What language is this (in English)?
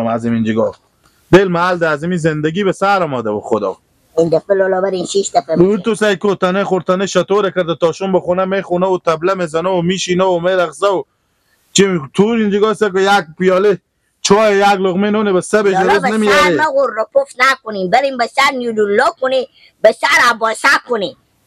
Persian